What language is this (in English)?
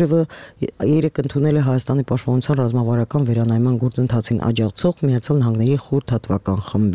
Armenian